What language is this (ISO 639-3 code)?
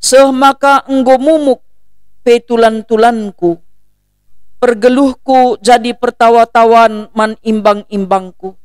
btx